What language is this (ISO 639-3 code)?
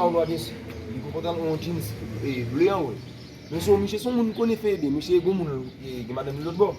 hat